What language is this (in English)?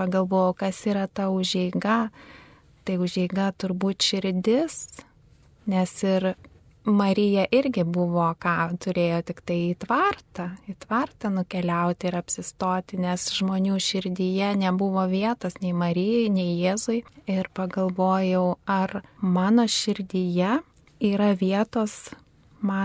Lithuanian